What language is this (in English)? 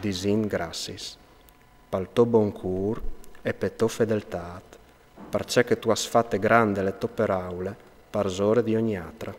Friulian